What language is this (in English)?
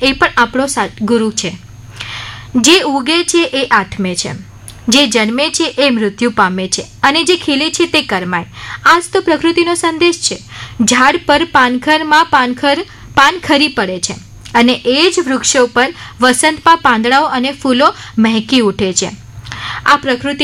Gujarati